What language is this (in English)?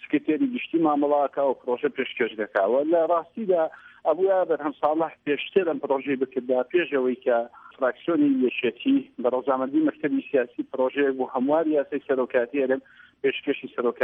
Central Kurdish